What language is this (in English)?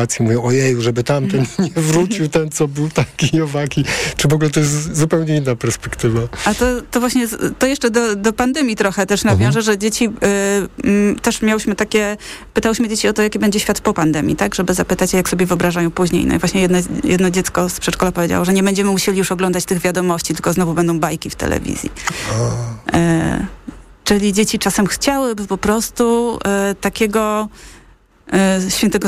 Polish